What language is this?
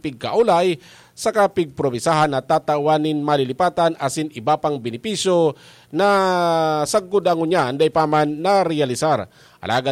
Bikol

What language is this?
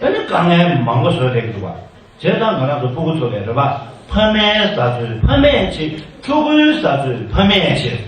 Tibetan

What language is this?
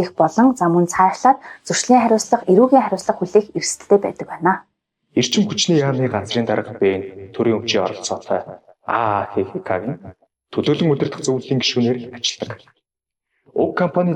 Mongolian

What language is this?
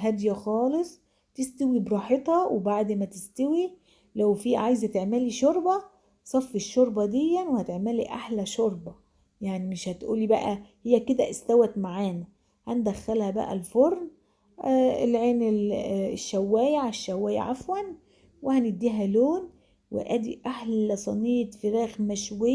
Egyptian Arabic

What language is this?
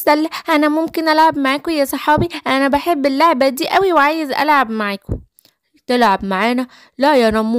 Egyptian Arabic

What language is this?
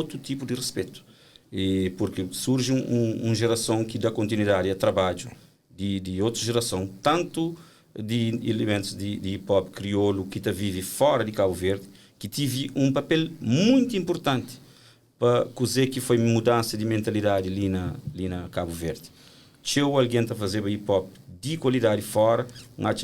Kabuverdianu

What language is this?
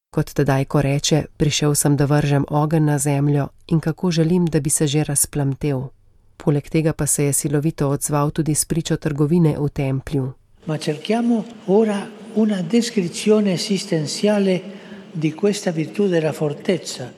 Slovenian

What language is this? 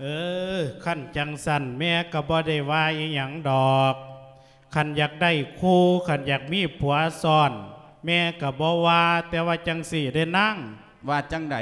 Lao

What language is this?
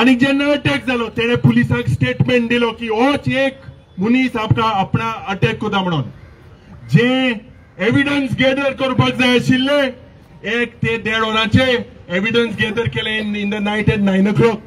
Konkani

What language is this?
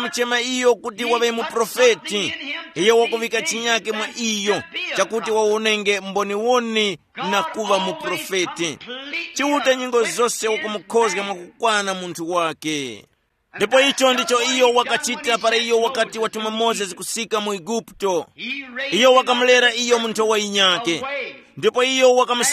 Tumbuka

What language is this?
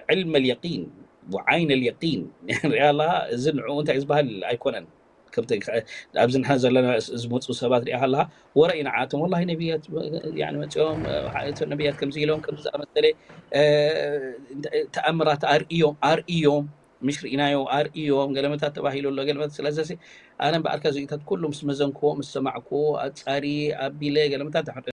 Tigrinya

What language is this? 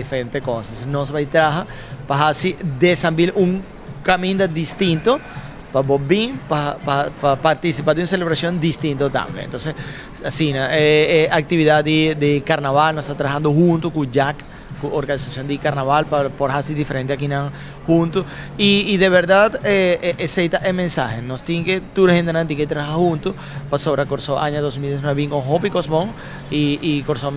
Papiamento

